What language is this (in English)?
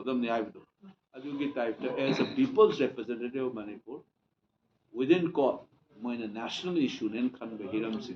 Manipuri